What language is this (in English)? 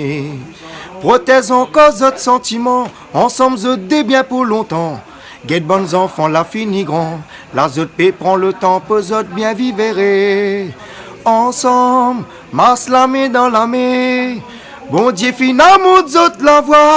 Réunion Creole French